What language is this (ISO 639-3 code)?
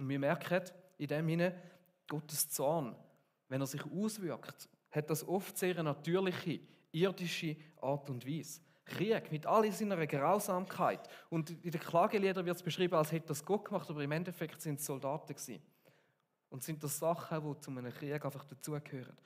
gsw